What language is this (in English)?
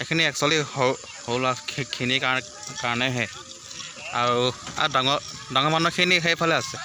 Assamese